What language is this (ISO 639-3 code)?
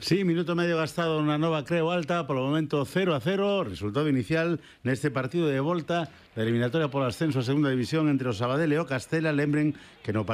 glg